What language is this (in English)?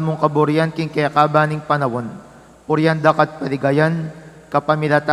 Pampanga